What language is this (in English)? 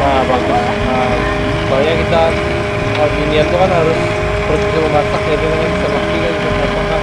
Banjar